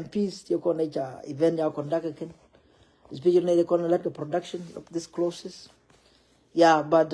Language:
Nuer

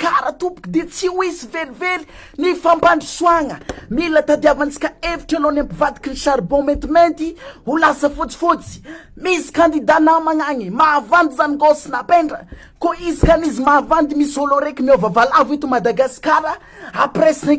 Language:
Malagasy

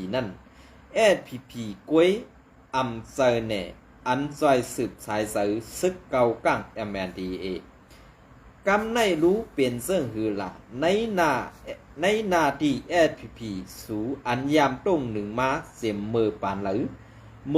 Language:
Shan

